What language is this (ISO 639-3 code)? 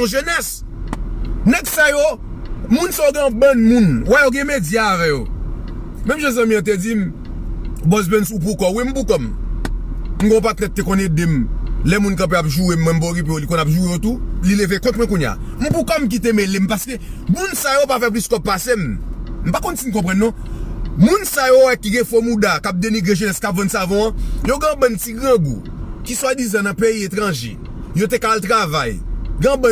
hat